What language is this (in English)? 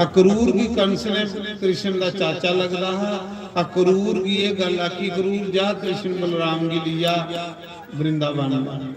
Dogri